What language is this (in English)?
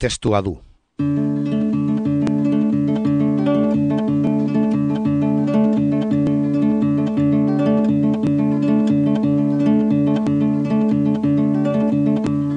Basque